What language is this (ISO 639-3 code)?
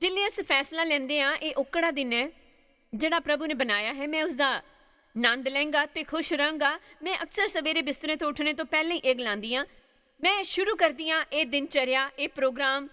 doi